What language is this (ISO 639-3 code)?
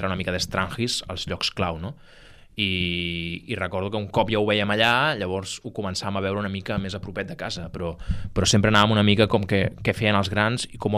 cat